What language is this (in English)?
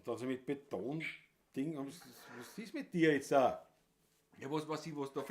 Bavarian